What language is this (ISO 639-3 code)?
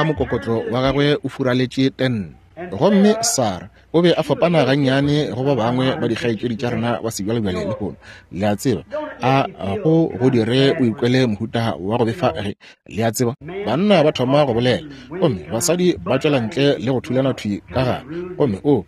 nso